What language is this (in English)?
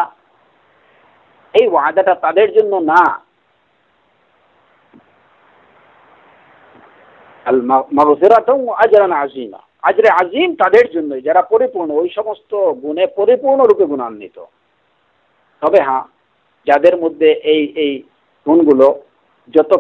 Bangla